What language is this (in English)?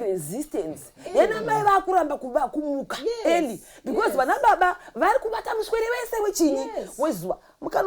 Shona